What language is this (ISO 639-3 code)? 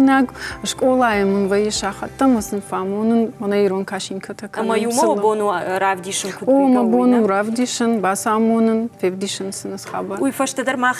oss